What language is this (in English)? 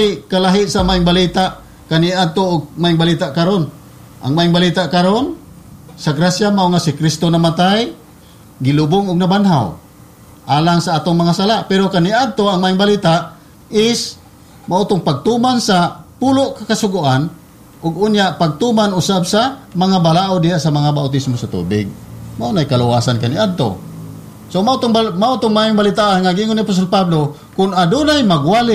Cebuano